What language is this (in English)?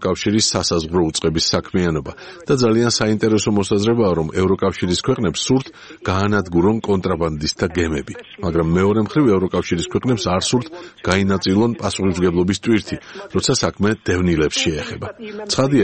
Georgian